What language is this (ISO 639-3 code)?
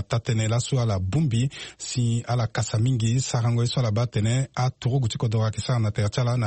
sag